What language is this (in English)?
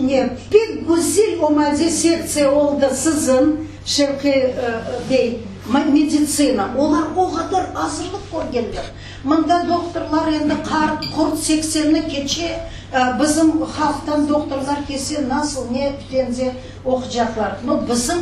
Crimean Tatar